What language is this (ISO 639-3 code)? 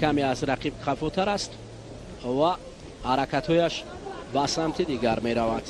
tgk